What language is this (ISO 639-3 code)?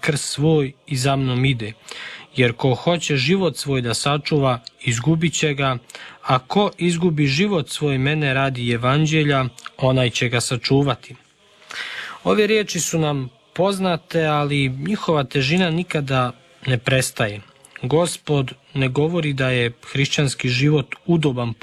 hrv